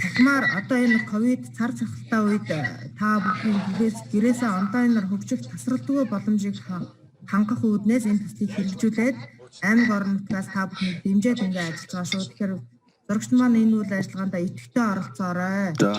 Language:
Mongolian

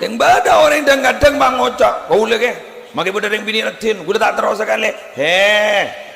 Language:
Madurese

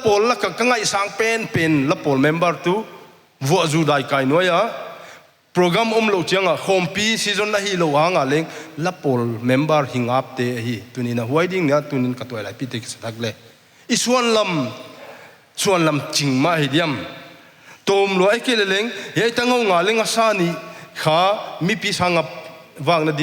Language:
Paite Chin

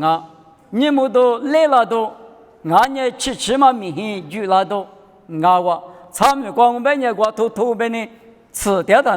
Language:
Lisu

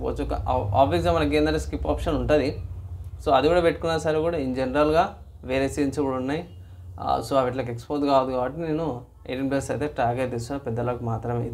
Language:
Telugu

